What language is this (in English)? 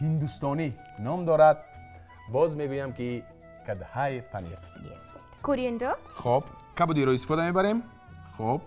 Tajik